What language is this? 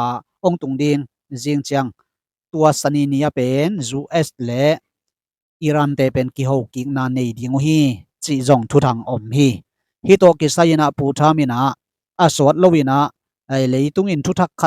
Tedim Chin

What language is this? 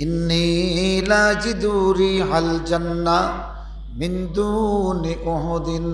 Sylheti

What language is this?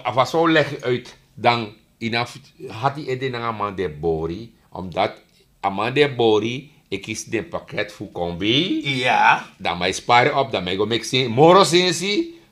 Sranan Tongo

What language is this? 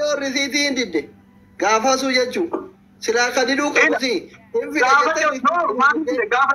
Oromo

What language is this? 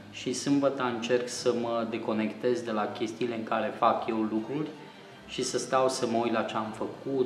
Romanian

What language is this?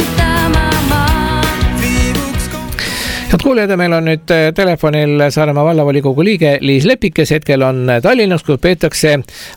Estonian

